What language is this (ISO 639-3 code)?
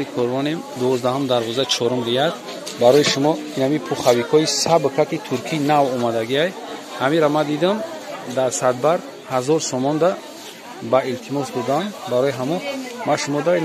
tgk